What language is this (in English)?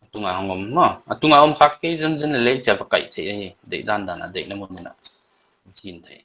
Paite Chin